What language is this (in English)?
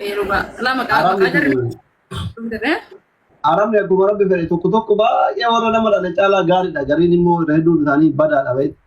Oromo